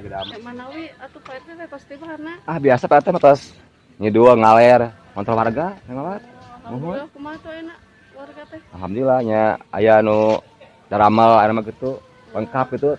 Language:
Sundanese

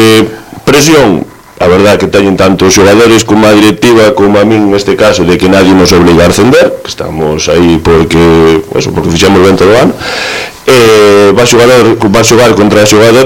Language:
Galician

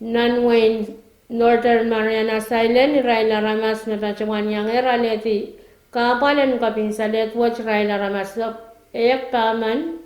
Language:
Pohnpeian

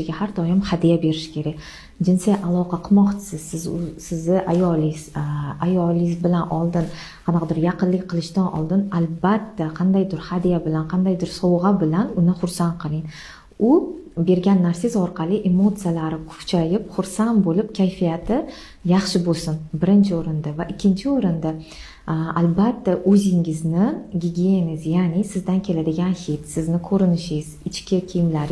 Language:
Uzbek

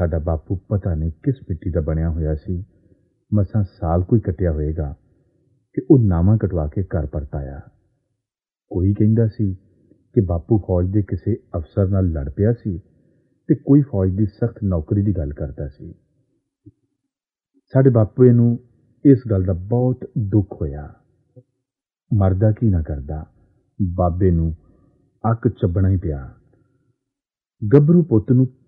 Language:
Punjabi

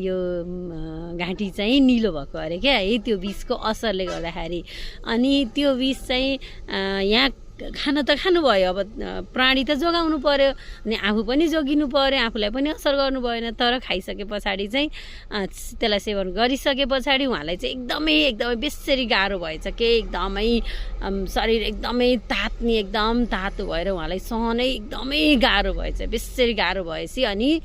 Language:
Nepali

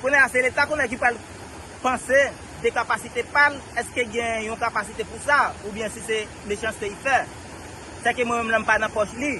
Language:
Haitian Creole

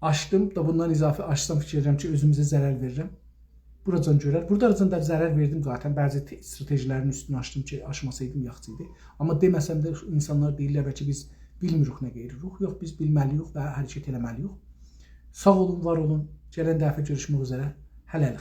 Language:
South Azerbaijani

